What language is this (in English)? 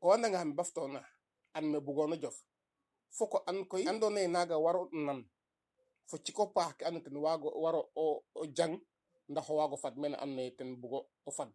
Serer